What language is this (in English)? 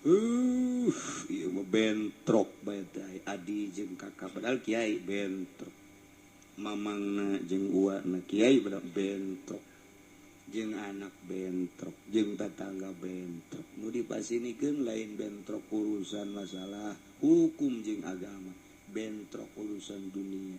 Sundanese